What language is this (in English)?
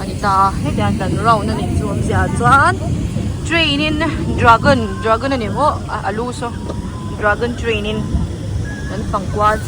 Mizo